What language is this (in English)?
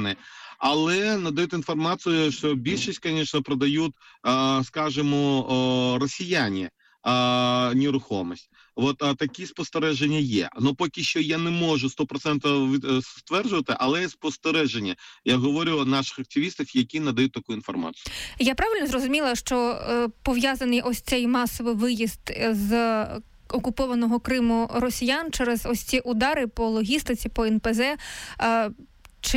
Ukrainian